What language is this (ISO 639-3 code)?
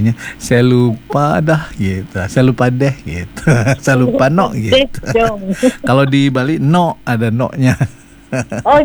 ind